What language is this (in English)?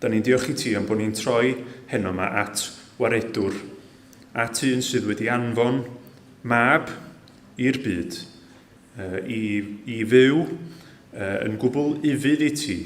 Welsh